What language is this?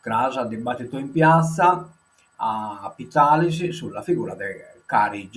Sardinian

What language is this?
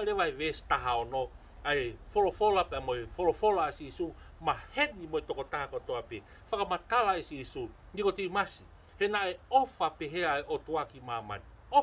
Tongan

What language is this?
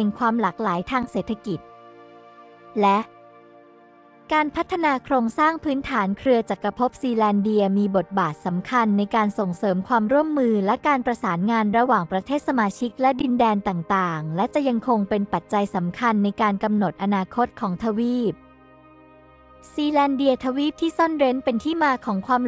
Thai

